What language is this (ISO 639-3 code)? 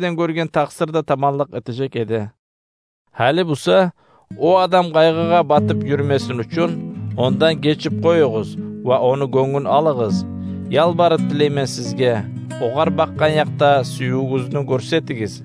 kum